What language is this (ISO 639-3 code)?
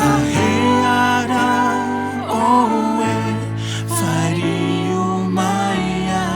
tah